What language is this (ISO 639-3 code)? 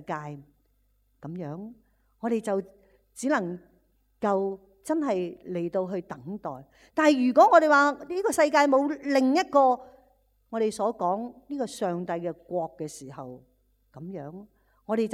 yue